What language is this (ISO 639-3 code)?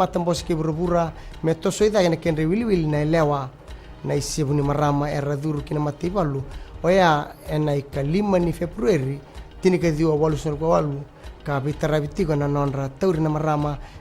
fij